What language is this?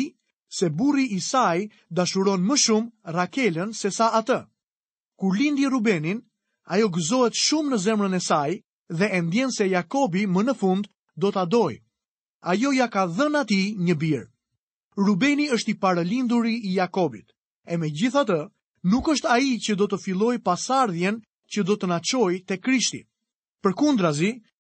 Albanian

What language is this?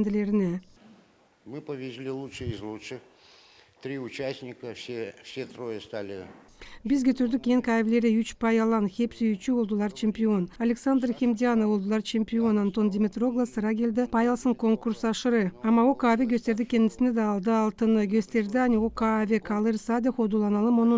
Gagauz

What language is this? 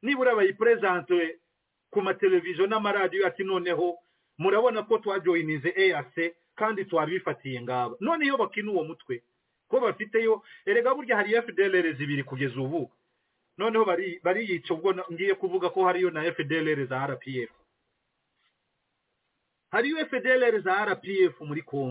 Kinyarwanda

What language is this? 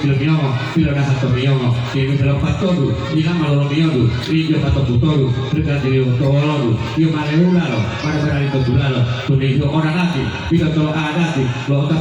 Gorontalo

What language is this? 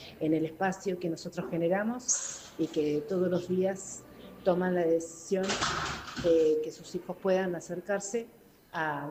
Spanish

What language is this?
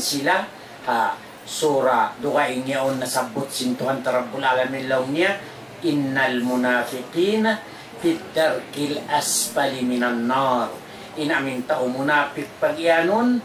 Tausug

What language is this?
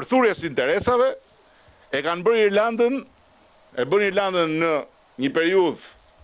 Albanian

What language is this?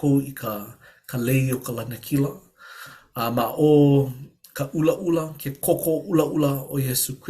Hawaiian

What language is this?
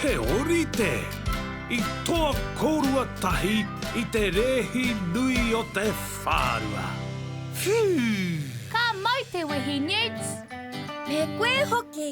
Māori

